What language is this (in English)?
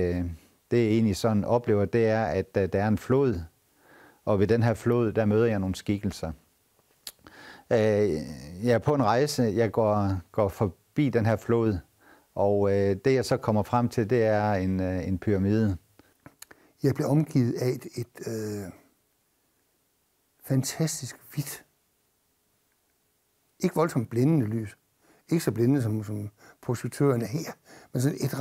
Danish